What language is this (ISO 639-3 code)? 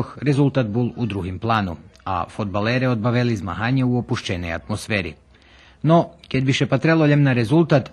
rue